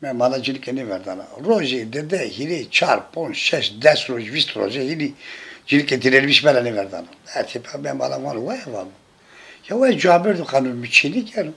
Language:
Zaza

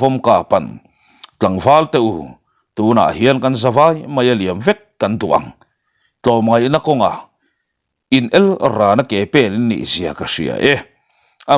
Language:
Mizo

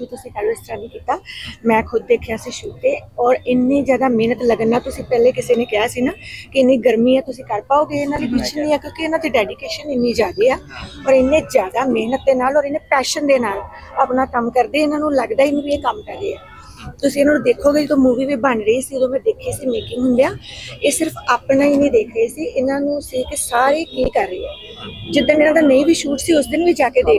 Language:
Punjabi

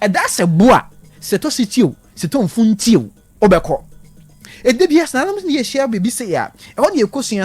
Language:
Akan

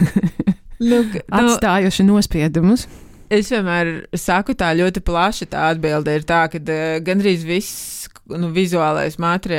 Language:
Latvian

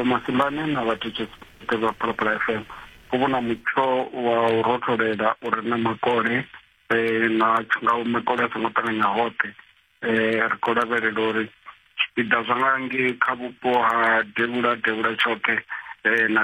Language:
Venda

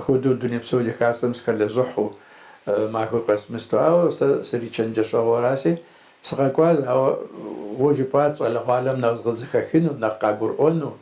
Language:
Kabardian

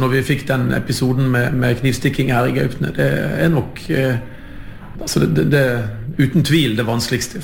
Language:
Norwegian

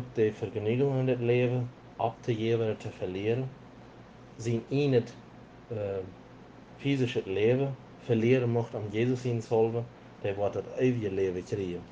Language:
Plautdietsch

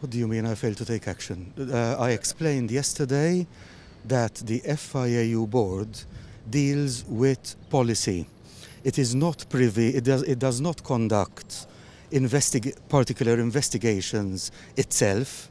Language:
English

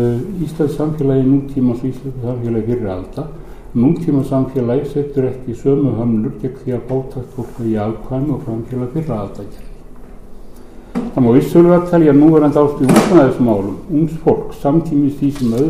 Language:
Icelandic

